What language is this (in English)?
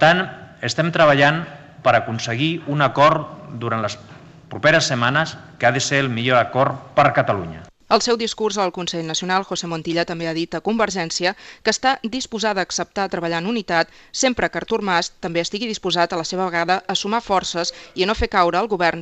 Catalan